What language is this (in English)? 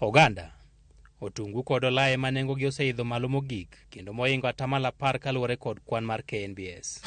Luo (Kenya and Tanzania)